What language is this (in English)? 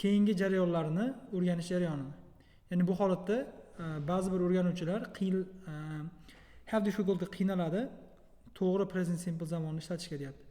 Uzbek